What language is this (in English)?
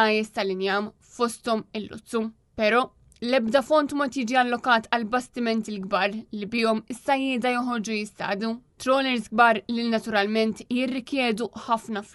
Maltese